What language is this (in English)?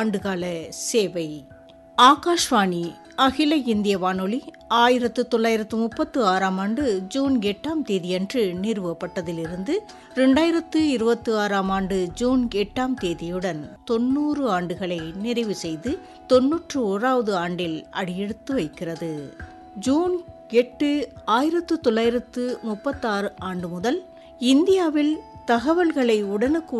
Tamil